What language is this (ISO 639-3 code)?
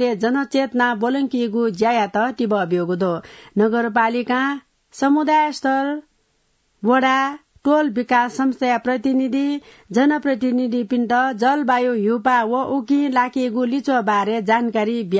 new